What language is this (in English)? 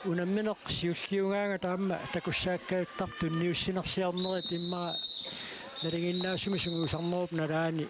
Kalaallisut